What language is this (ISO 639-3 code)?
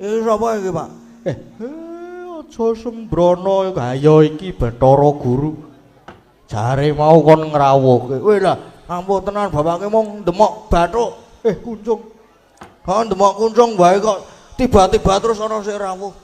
jav